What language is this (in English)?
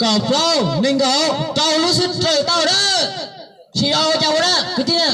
Hmong